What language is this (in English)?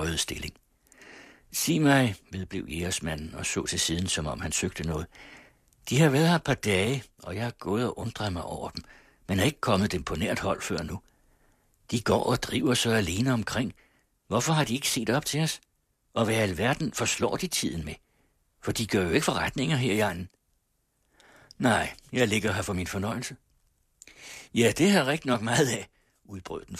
Danish